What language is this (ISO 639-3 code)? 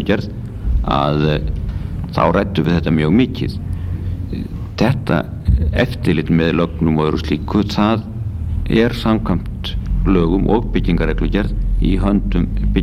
isl